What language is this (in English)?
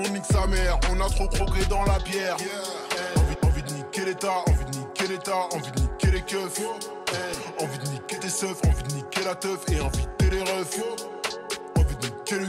French